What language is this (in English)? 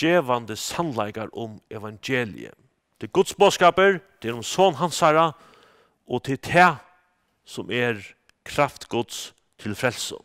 Faroese